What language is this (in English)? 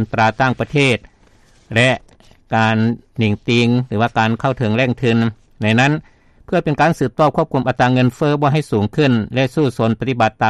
Lao